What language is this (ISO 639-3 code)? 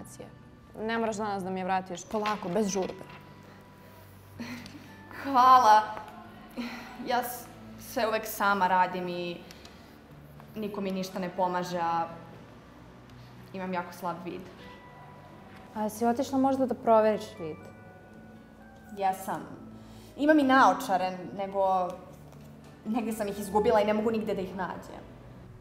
srp